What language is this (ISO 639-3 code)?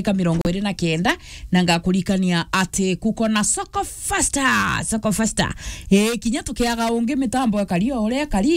mer